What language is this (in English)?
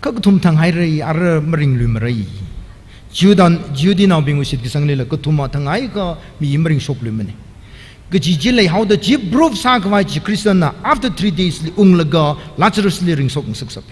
Tangkhul Naga (India)